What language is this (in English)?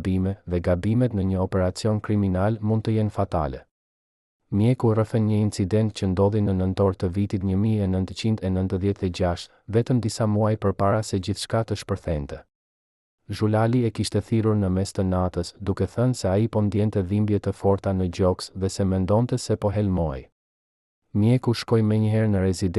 Albanian